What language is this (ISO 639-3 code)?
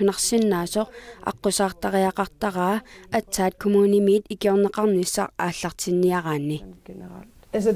kal